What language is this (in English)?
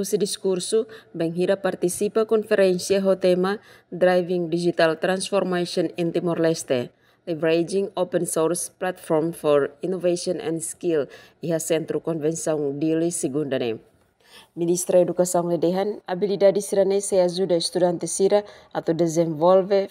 Tetum